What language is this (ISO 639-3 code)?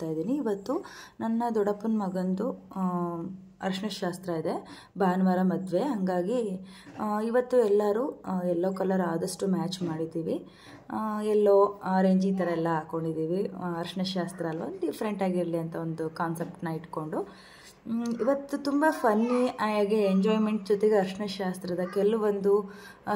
kan